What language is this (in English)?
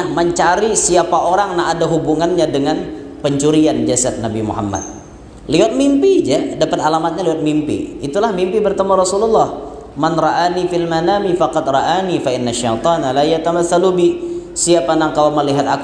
Banjar